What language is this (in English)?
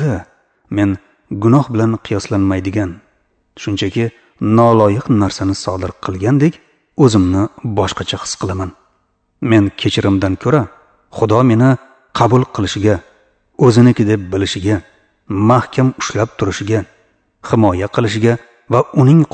Uzbek